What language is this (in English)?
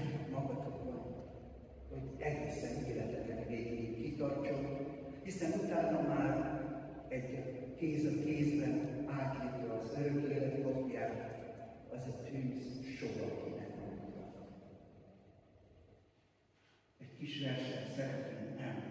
Hungarian